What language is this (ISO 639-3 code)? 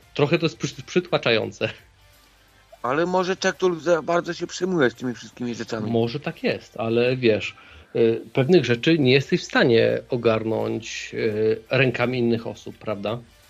pol